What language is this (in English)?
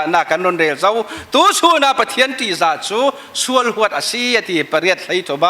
Falam Chin